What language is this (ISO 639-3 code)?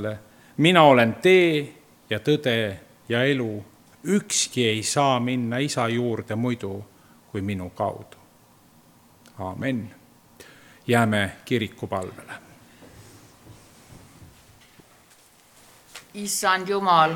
est